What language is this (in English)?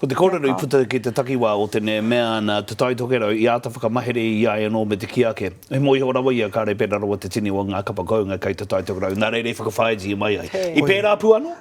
Māori